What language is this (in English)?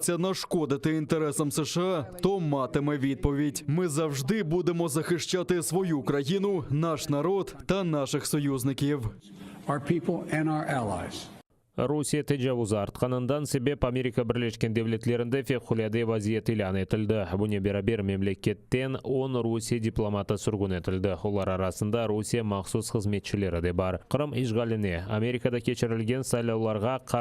Crimean Tatar